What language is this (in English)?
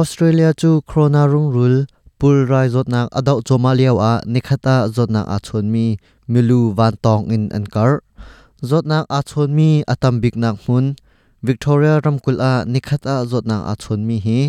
Hakha Chin